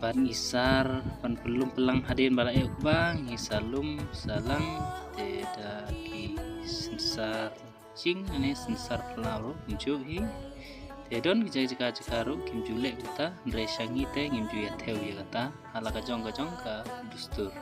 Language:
Khasi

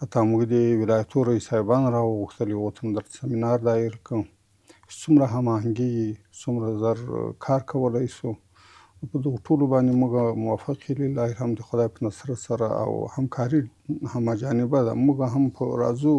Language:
Pashto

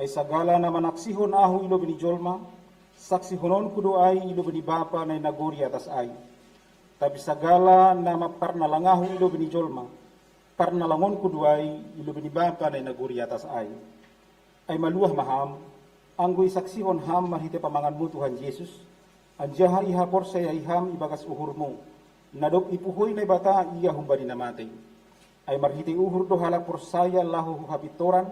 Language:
Batak Simalungun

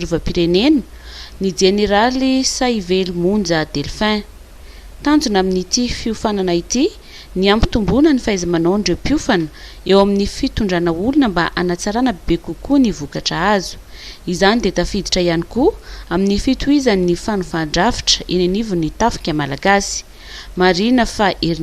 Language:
Malagasy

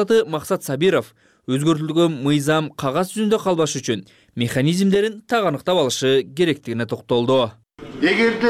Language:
Kyrgyz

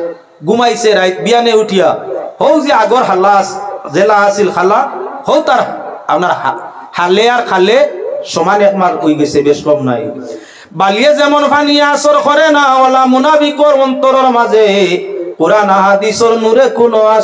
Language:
Sylheti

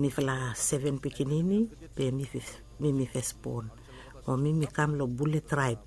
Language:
Bislama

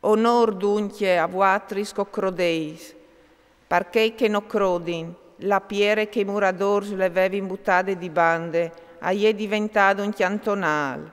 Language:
Friulian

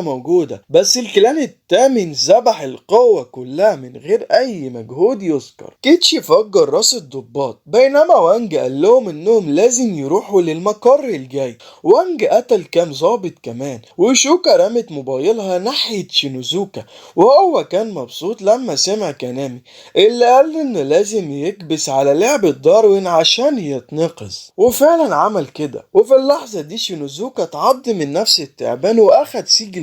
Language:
Egyptian Arabic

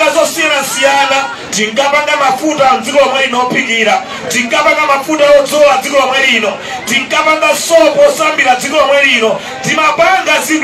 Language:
Nyanja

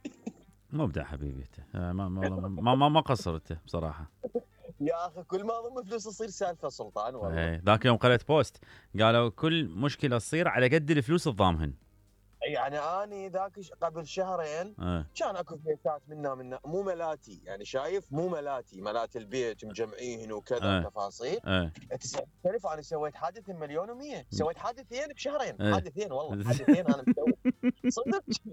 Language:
Mesopotamian Arabic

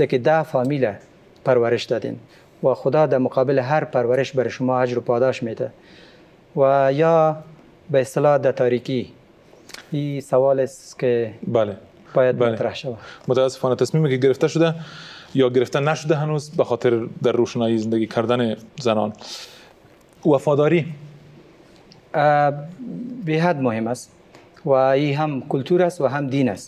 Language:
Persian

